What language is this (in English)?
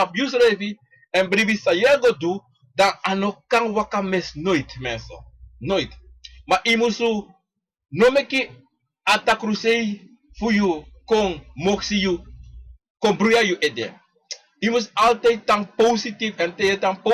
Sranan Tongo